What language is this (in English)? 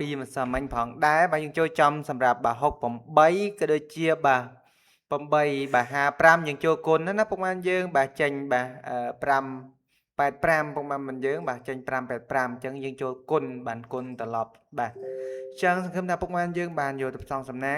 Khmer